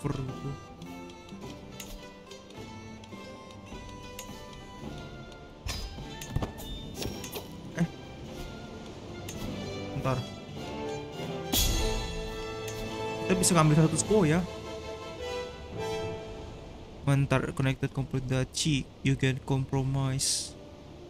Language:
Indonesian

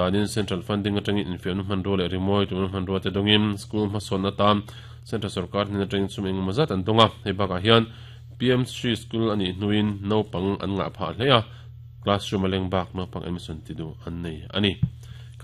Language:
Mizo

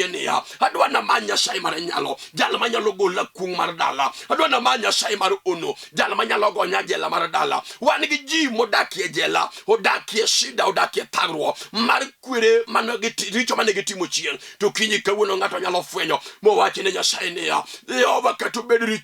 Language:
Luo (Kenya and Tanzania)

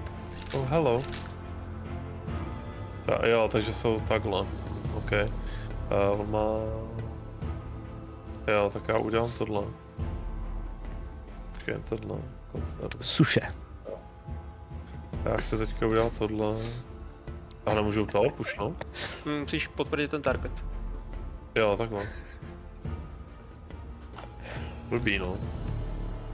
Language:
Czech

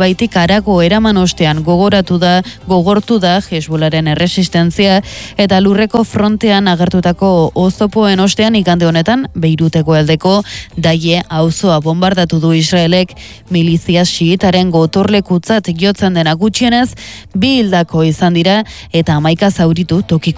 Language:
Basque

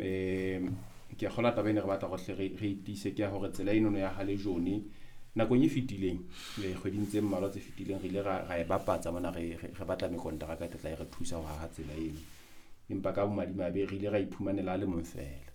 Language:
Southern Sotho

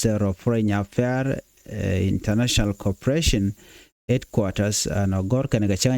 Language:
Nuer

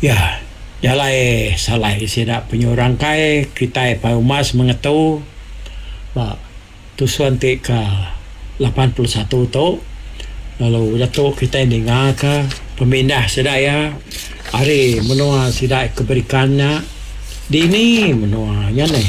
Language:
Iban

